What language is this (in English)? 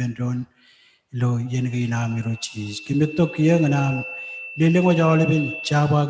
Marshallese